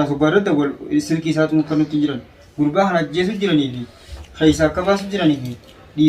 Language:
Oromo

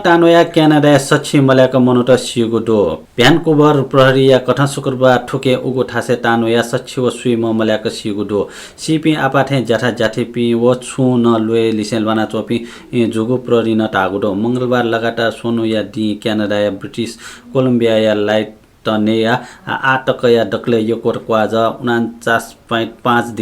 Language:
Newari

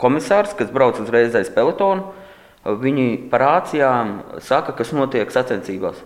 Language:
Latvian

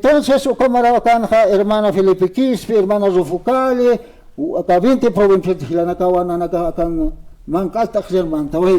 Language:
Aymara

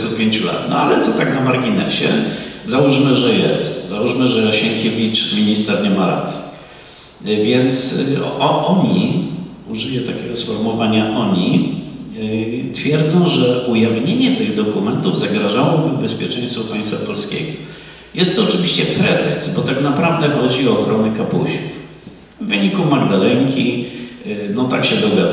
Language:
Polish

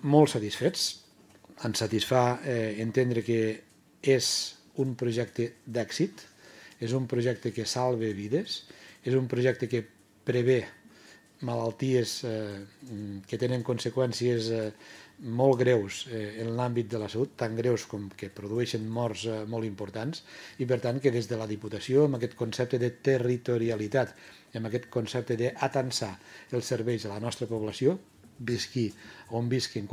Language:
Catalan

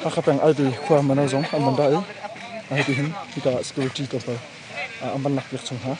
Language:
Hakha Chin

